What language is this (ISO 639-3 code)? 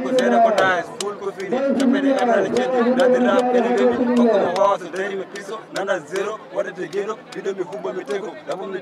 ful